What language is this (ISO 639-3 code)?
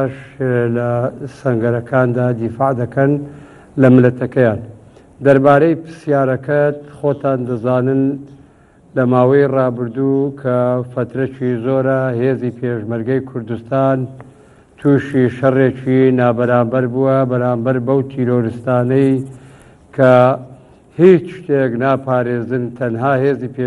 ckb